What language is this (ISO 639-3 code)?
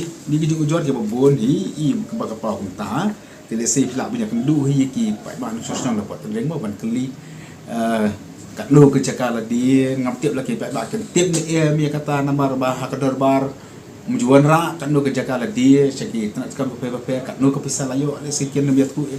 kha